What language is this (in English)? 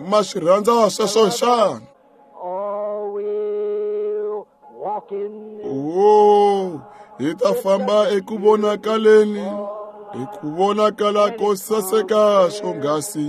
Tsonga